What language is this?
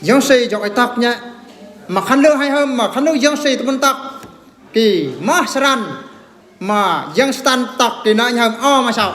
Eastern Bru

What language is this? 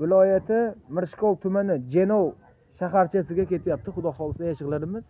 Uzbek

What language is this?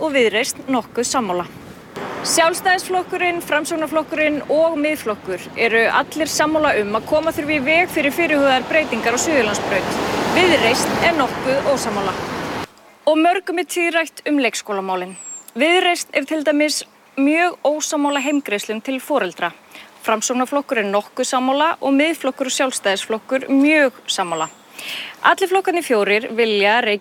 Icelandic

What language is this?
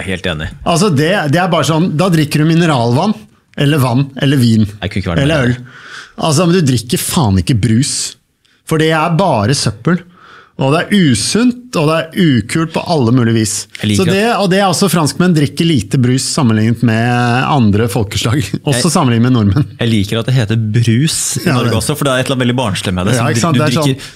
Norwegian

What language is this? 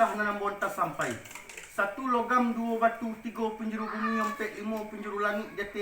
Minangkabau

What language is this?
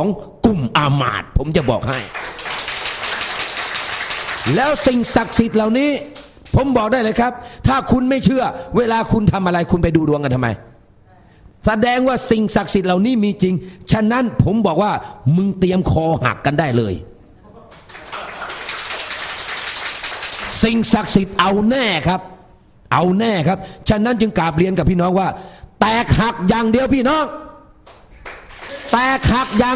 Thai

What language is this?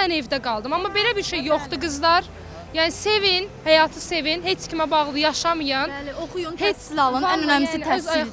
Azerbaijani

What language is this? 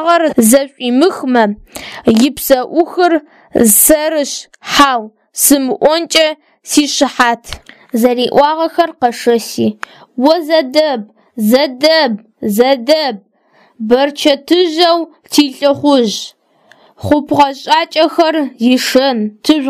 Adyghe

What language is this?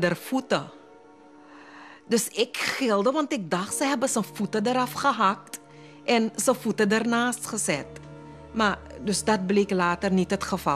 Dutch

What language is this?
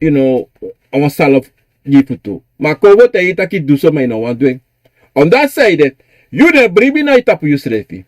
Sranan Tongo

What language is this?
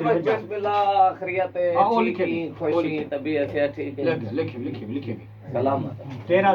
Saraiki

